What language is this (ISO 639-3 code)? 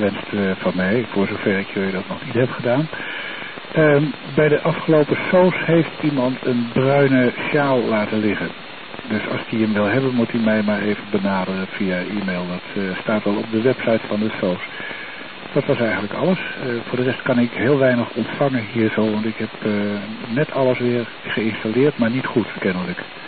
nld